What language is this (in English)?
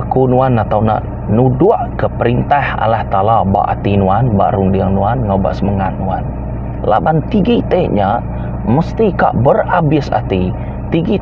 Iban